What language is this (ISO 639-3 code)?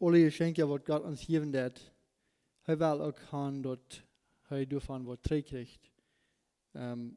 pdt